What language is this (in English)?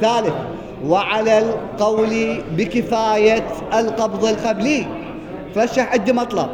Mesopotamian Arabic